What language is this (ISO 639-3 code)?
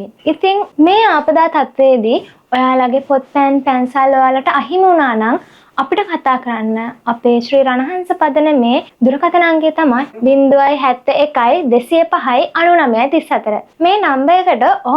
sin